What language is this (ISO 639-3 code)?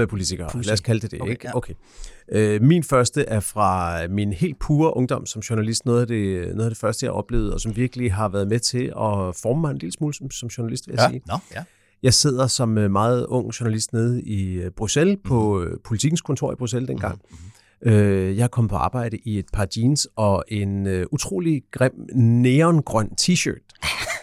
dan